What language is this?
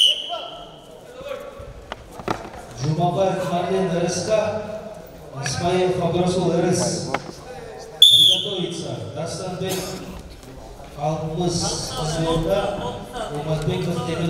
Kazakh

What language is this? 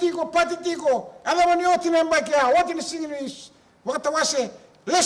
Fijian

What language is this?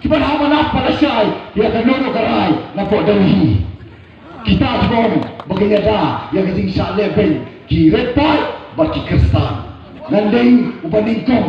Khasi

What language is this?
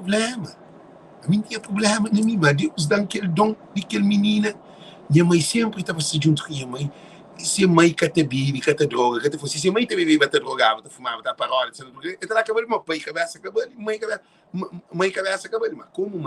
Kabuverdianu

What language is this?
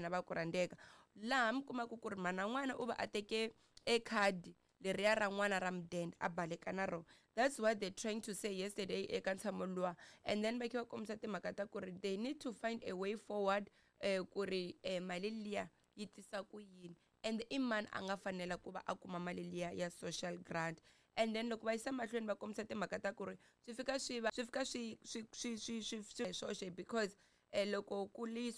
Tsonga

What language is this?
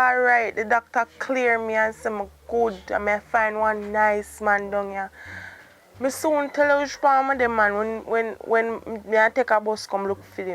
Jamaican Creole English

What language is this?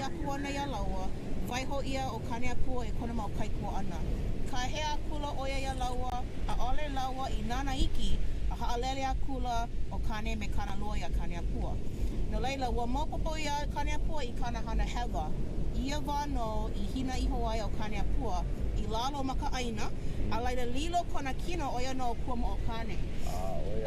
Hawaiian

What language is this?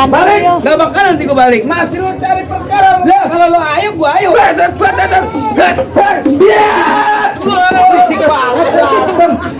Betawi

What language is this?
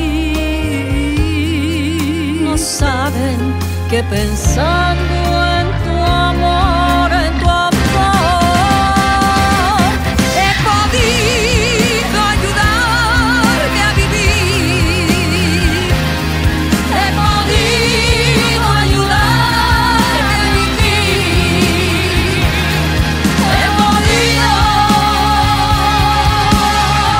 Spanish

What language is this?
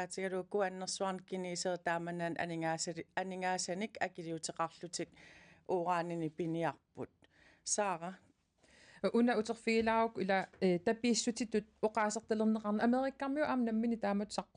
Kalaallisut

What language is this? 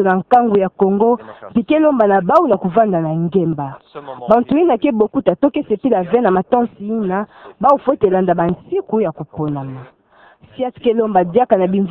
Kituba (Democratic Republic of Congo)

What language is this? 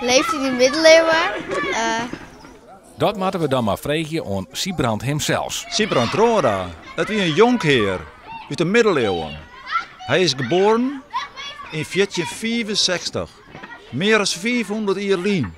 Western Frisian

